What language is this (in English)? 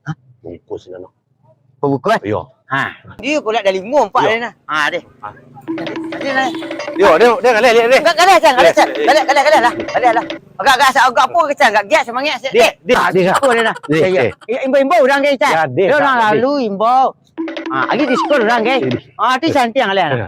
Minangkabau